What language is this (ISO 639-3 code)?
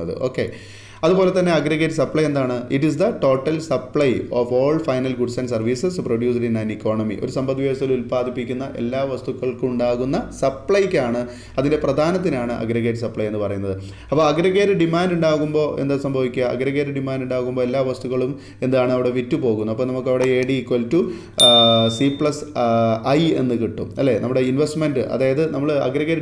mal